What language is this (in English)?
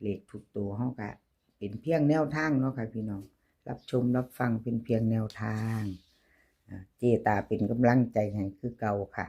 Northeastern Thai